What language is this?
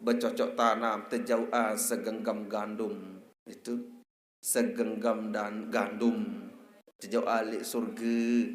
Sasak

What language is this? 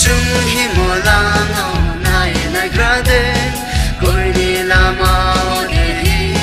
Kok Borok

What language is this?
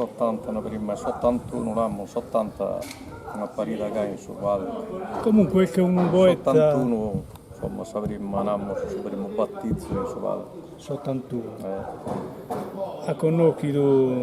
Sardinian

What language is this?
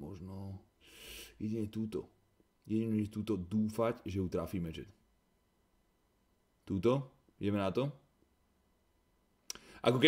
Slovak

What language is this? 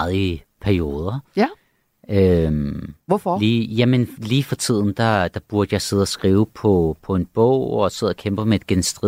Danish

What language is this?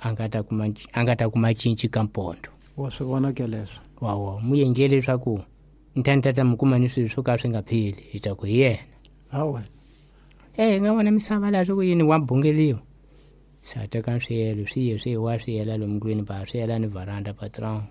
Tsonga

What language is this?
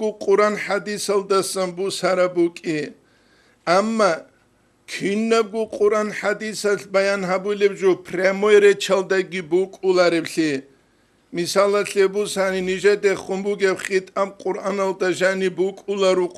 Avaric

